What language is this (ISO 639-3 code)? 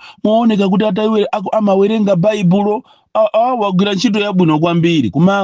nya